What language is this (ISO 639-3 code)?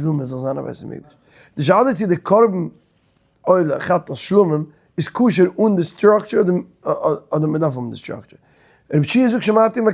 yid